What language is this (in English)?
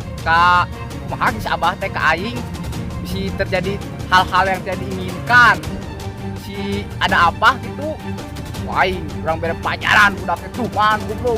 Sundanese